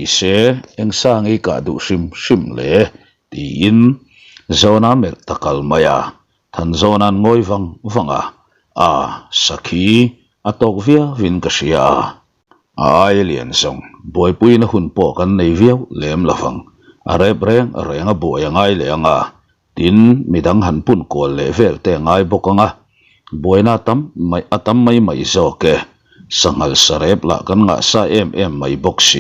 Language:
Mizo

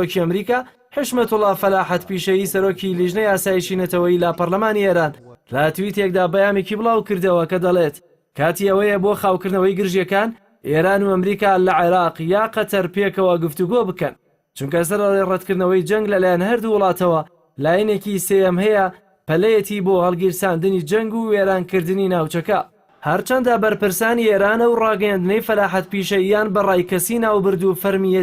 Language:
Central Kurdish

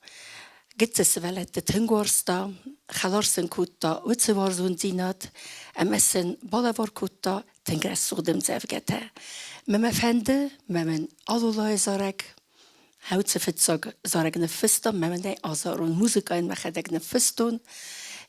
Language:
Ossetic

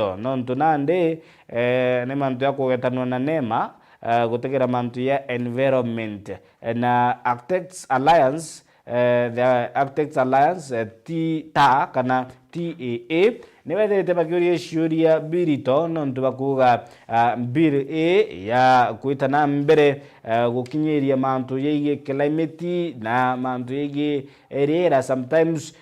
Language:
Meru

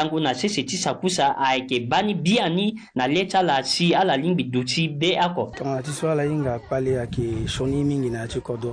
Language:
Sango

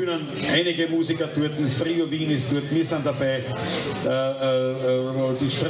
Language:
Bavarian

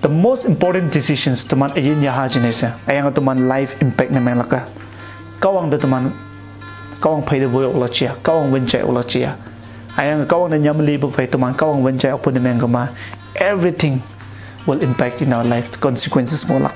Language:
Konyak Naga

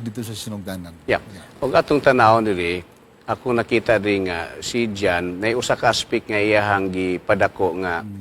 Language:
Cebuano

